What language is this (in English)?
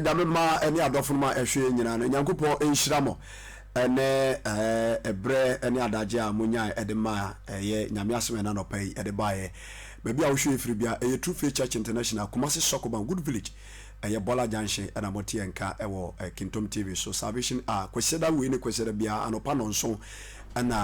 Akan